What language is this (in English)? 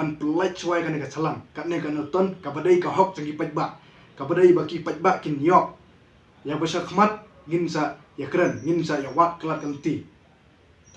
Khasi